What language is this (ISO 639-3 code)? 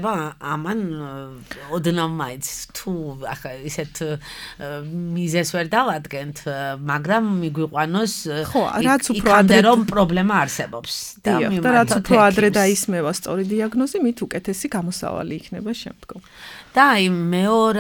kat